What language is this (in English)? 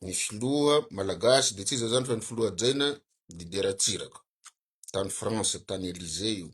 Malagasy